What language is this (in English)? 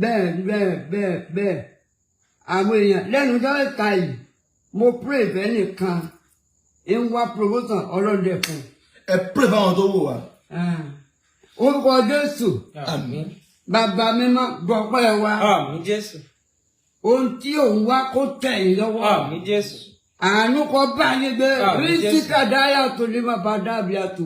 Yoruba